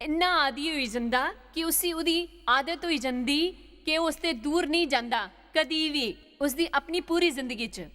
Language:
Dogri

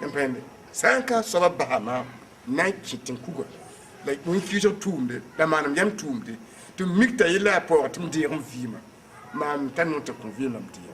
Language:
Mossi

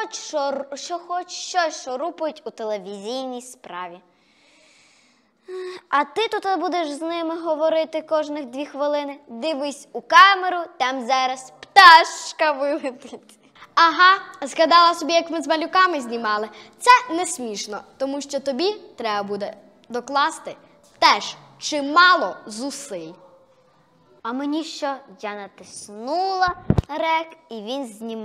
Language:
Ukrainian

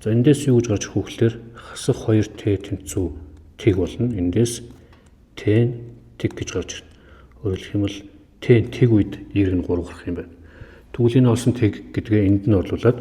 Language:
Mongolian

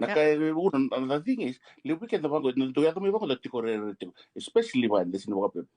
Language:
Fijian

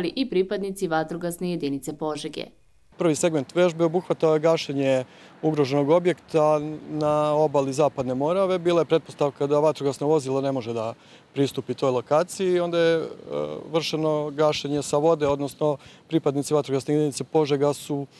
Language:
Serbian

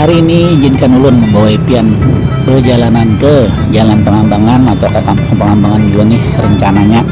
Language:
Banjar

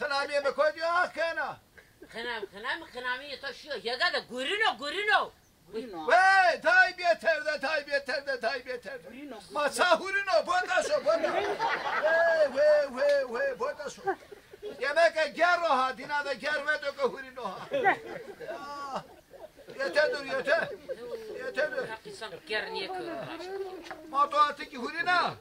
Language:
Zaza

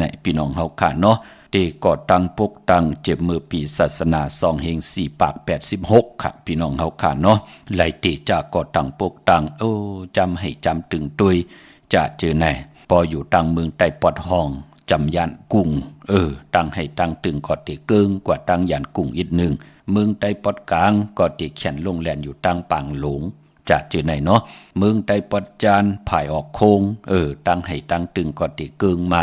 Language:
Shan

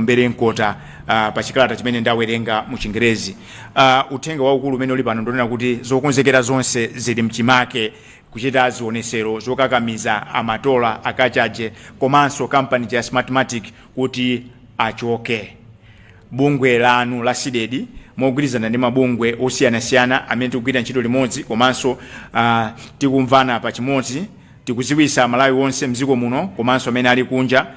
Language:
Nyanja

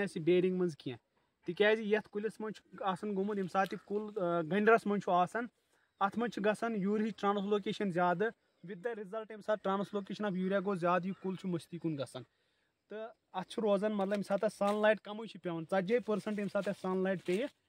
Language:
Kashmiri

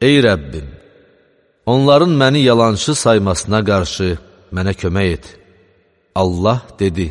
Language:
Azerbaijani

